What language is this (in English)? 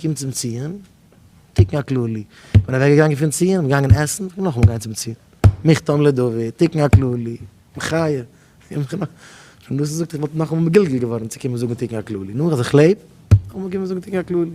Yiddish